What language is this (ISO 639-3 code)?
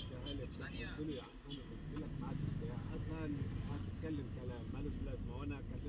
arz